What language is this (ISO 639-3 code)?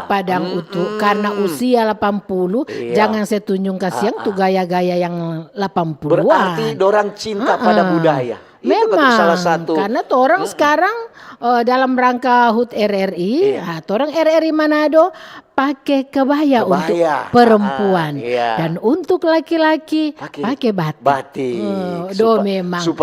xmm